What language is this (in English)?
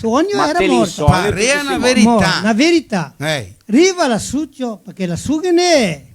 Venetian